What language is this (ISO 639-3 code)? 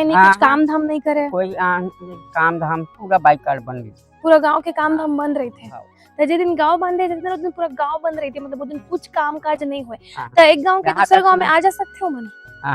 hne